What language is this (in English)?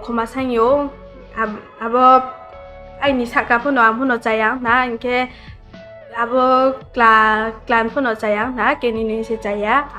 Riang (India)